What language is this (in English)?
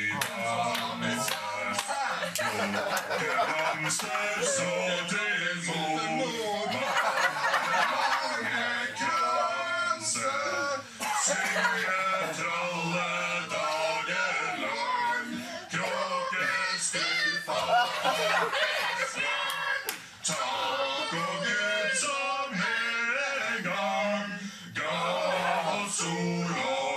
Norwegian